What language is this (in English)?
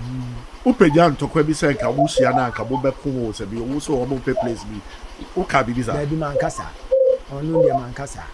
Akan